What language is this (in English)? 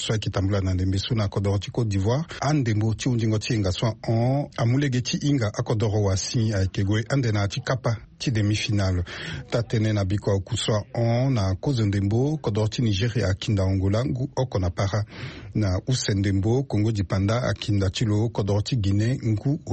Sango